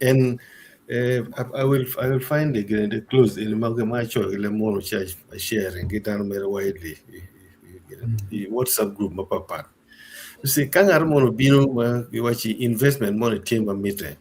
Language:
Acoli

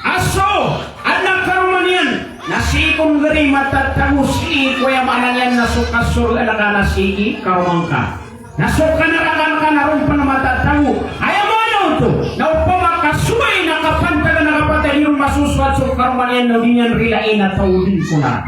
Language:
Maranao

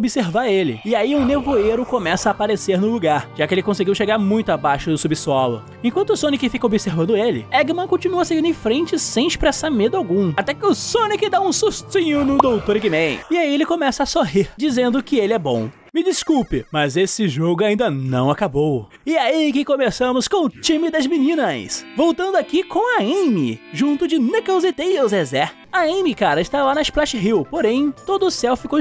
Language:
Portuguese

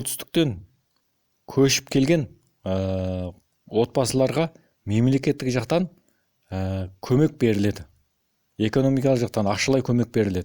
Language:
Kazakh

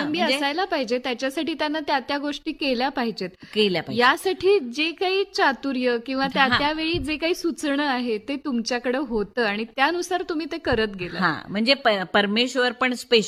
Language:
Marathi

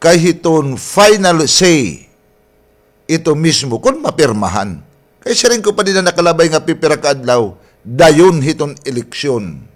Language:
Waray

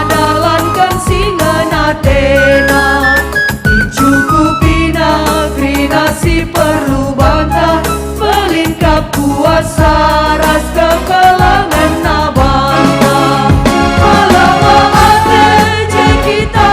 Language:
Batak Karo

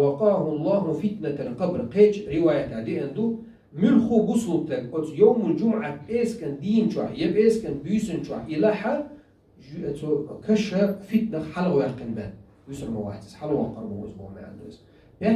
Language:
Chechen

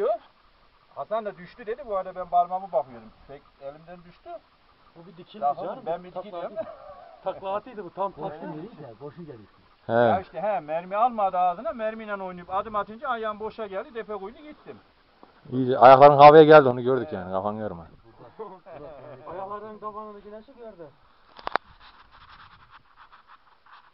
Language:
Turkish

